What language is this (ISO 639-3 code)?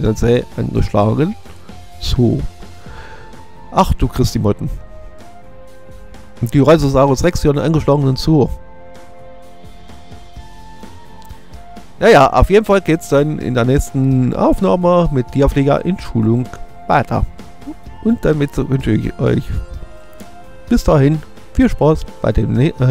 deu